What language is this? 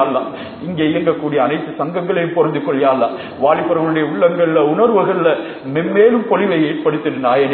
Tamil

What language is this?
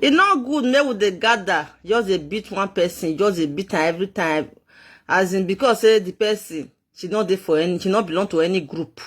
Nigerian Pidgin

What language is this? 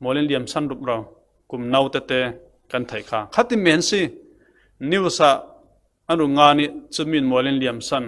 Falam Chin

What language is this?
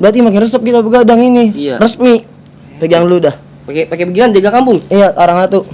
Betawi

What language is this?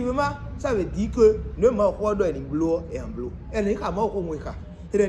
Fon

